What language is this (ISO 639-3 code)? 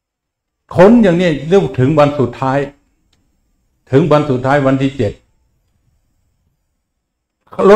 tha